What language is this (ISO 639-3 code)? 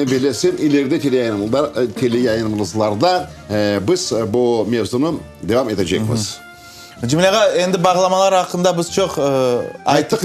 crh